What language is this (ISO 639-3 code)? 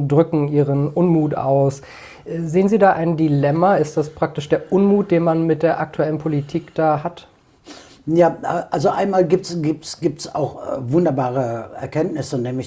deu